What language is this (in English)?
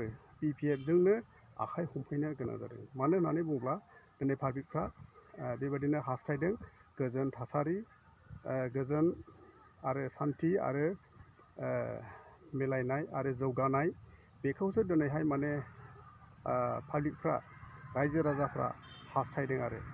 Bodo